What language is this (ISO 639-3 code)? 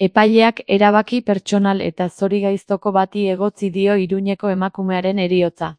eus